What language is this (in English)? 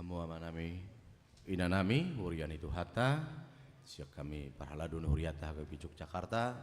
Batak Toba